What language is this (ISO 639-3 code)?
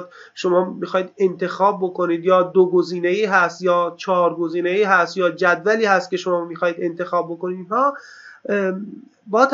fas